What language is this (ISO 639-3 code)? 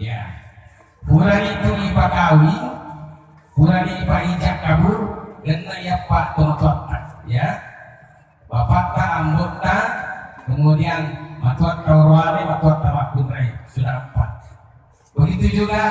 bug